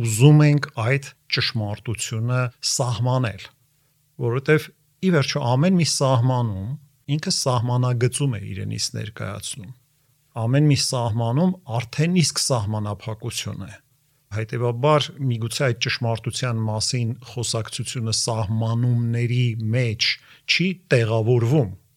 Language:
Armenian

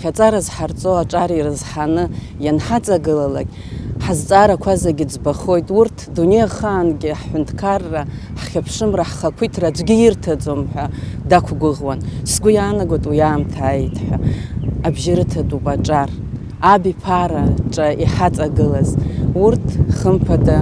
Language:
Abkhazian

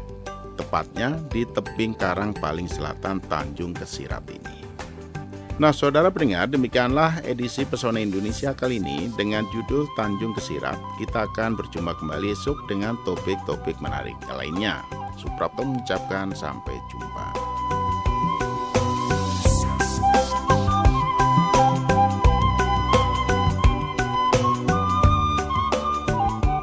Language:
Indonesian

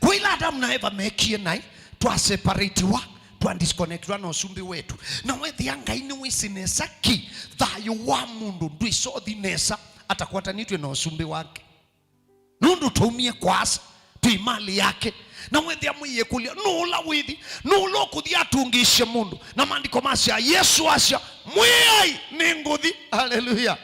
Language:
Kamba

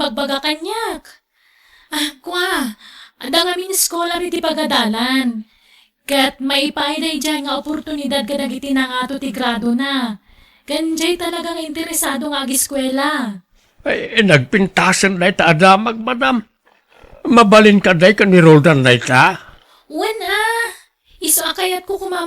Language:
Iloko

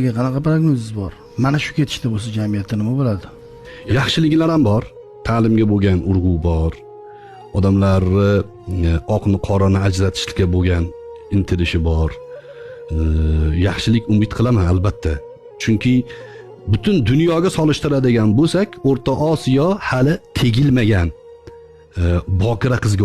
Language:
Uzbek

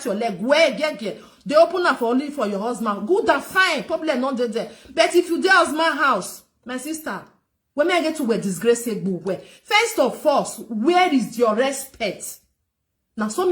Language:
Nigerian Pidgin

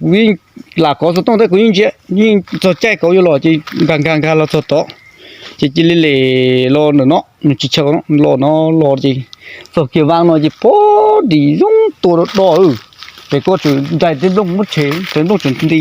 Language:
Hmong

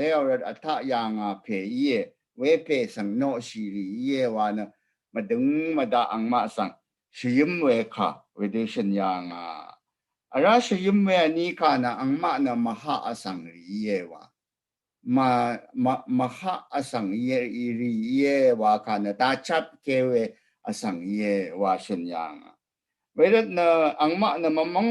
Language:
Rawang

